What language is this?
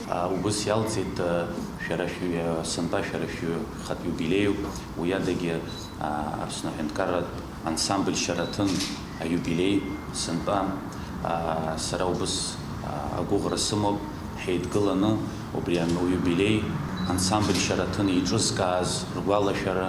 Abkhazian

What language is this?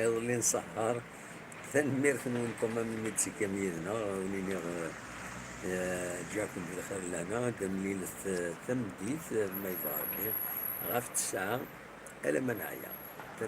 Kabyle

